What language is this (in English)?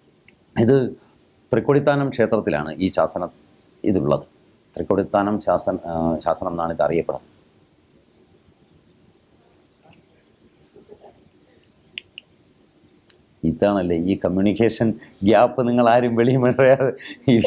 Malayalam